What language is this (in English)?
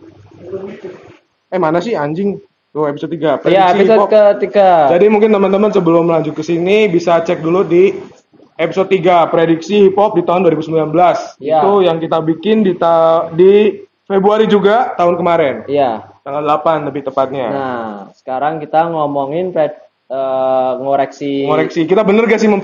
Indonesian